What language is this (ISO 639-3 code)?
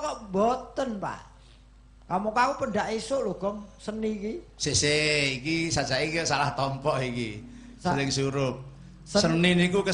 jav